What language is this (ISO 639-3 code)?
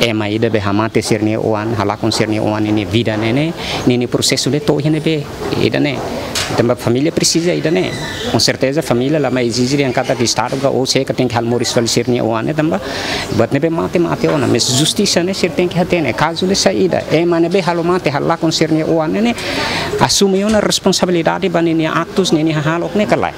tet